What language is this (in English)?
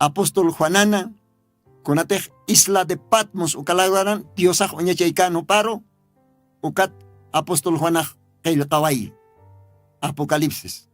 Aymara